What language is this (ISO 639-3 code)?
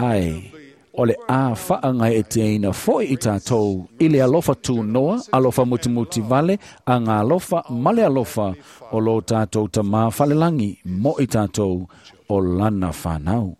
smo